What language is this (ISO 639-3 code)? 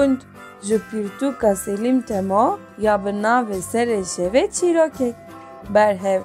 kur